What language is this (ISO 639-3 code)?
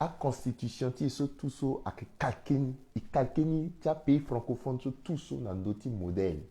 sag